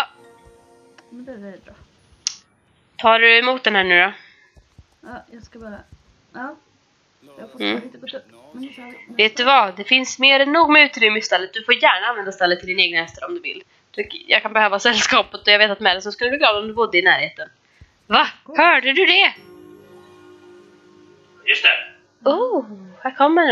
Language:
Swedish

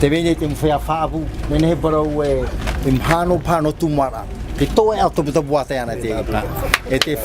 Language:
Tahitian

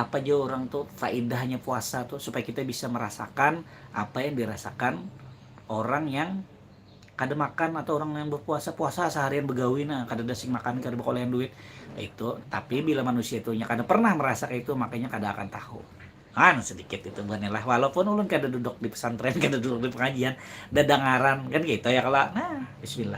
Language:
Banjar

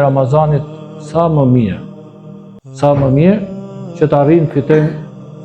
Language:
Albanian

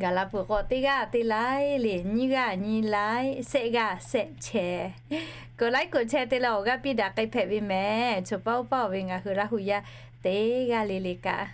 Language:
Lahu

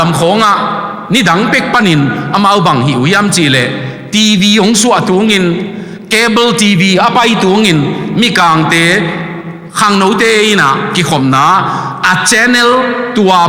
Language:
Tedim Chin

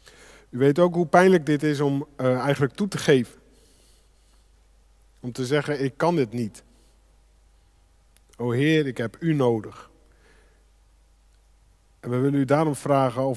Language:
Dutch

